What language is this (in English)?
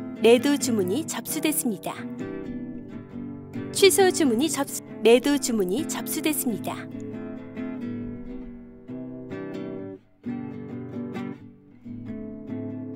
Korean